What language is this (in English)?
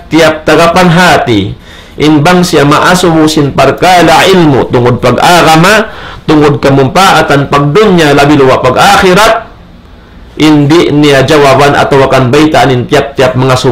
Tausug